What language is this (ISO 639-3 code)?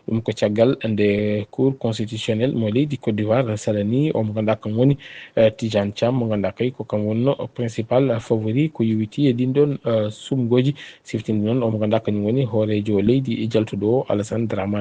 ful